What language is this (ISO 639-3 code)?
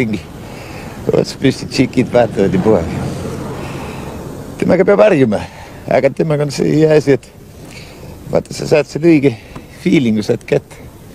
est